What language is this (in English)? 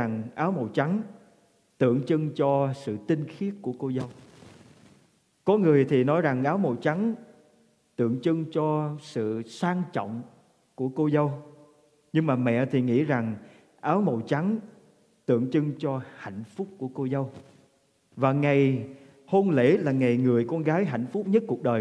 Vietnamese